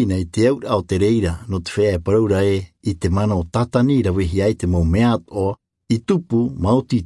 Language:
Tahitian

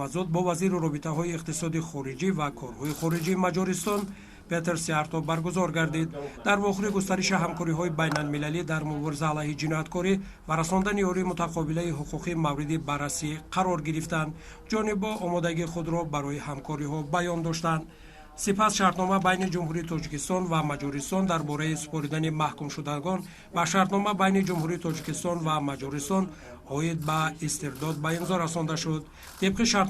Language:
Tajik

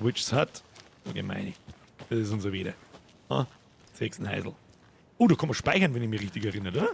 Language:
Bavarian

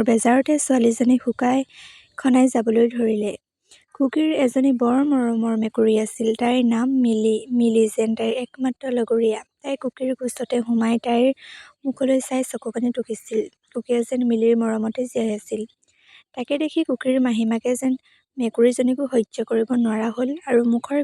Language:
Assamese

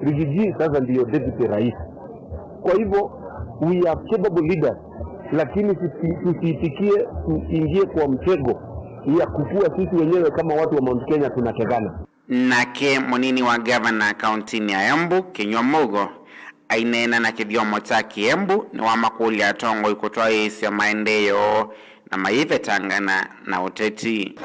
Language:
Kamba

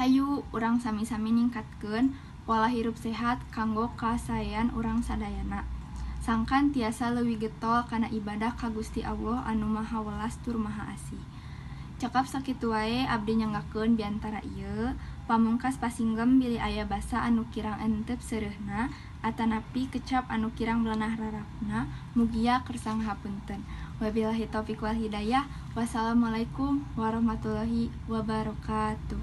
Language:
Sundanese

